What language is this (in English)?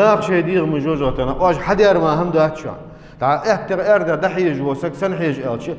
Ingush